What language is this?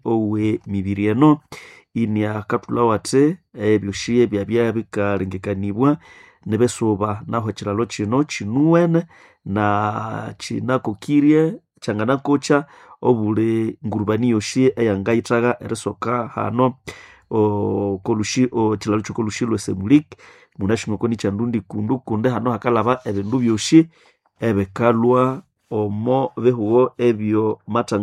Nande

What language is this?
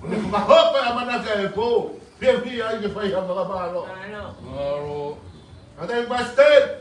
Tongan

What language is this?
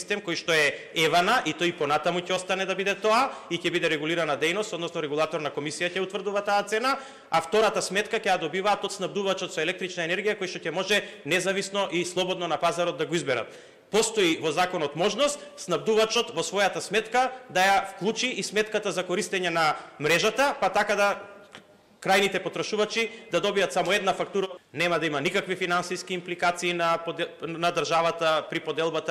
Macedonian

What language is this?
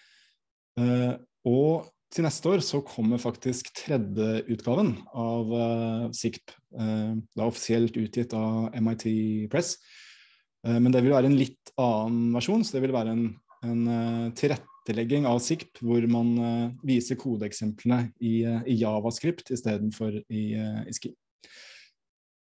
Norwegian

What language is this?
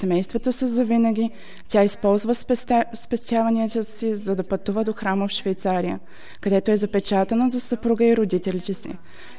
Bulgarian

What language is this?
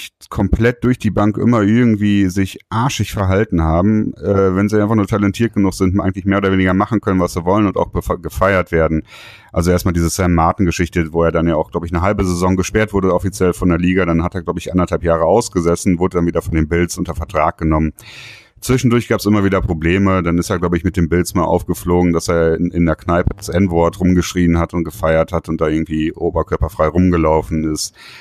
German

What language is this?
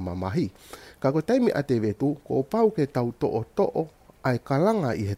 Tongan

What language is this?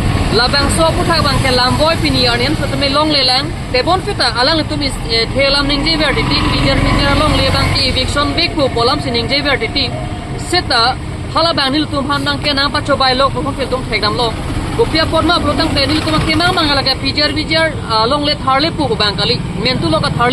Karbi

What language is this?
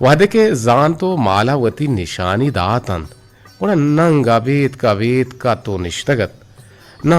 Eastern Balochi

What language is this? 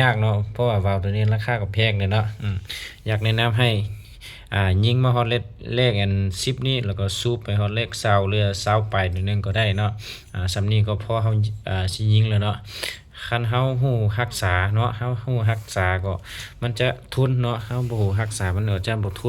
Lao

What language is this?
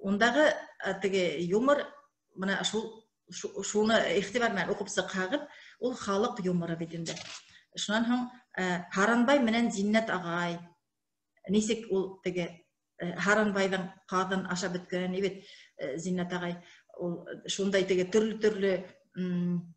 Bashkir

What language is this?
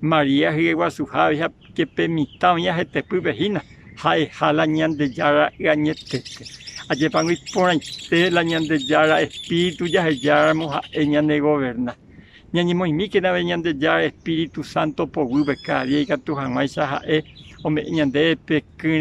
Guarani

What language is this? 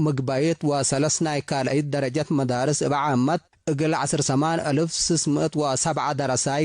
Tigre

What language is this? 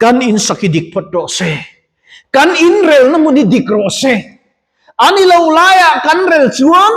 Mizo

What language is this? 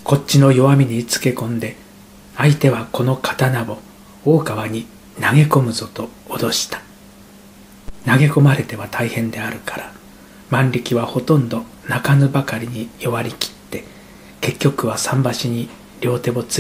Japanese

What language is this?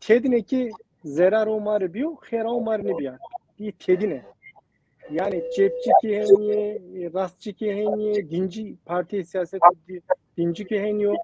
Zaza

